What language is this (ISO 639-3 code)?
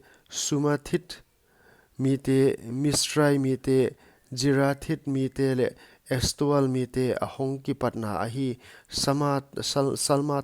pck